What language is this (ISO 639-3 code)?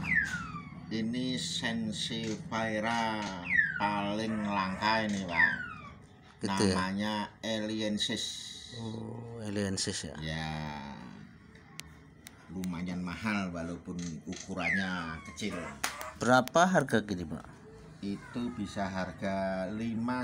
ind